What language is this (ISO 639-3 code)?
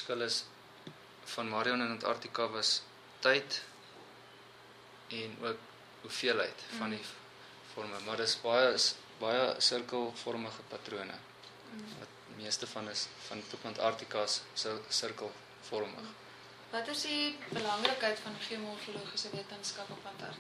afr